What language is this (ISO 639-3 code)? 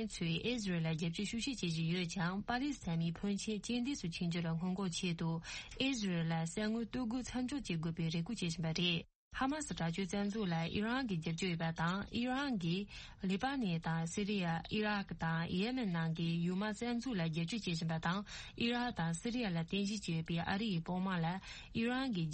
bod